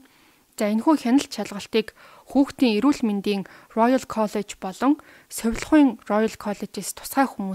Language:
Mongolian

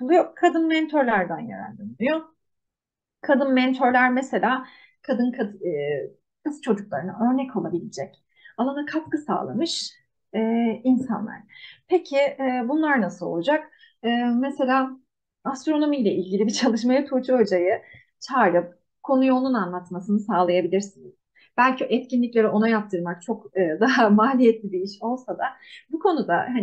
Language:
Turkish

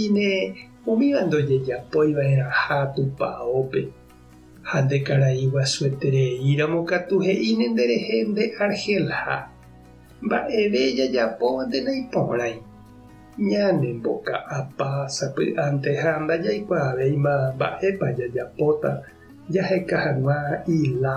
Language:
Guarani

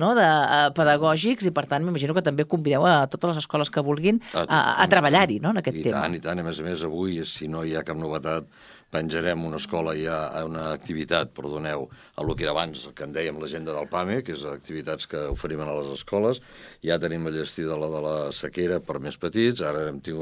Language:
Catalan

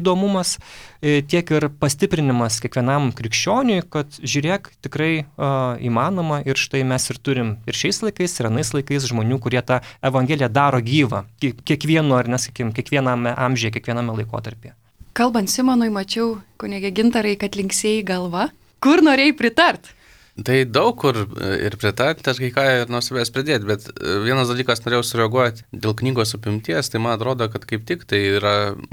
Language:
Lithuanian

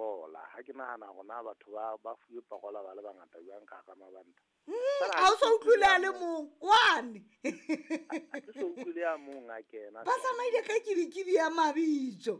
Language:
Southern Sotho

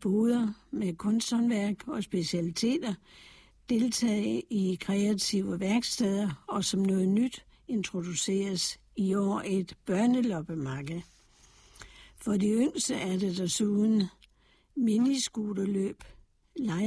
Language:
Danish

